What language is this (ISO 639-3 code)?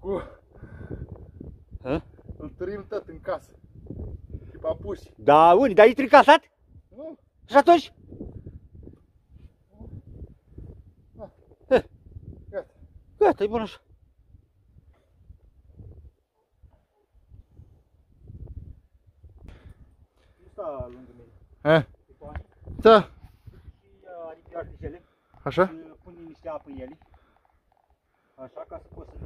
ron